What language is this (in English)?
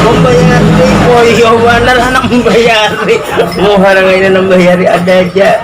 Banjar